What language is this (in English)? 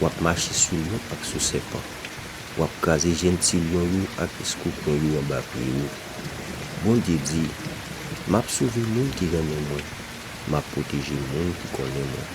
Haitian Creole